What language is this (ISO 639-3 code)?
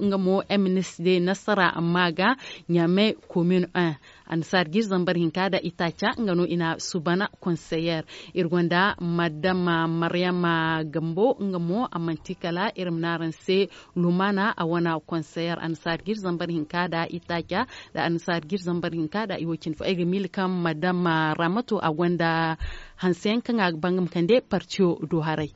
dje